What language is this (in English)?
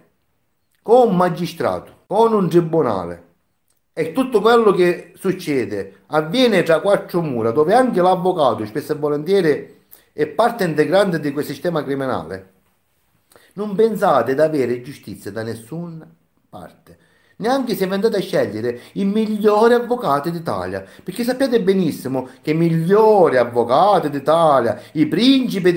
Italian